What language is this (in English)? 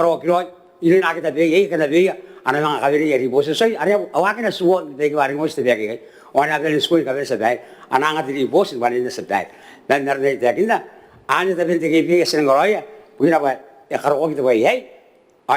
Gilbertese